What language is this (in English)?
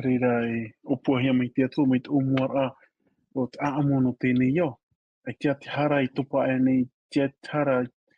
Tahitian